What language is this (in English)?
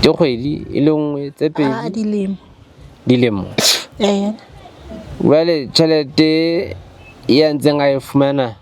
Southern Sotho